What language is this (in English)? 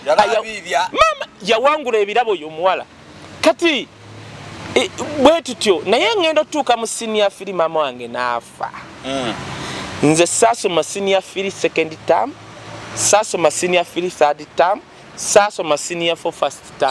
Ganda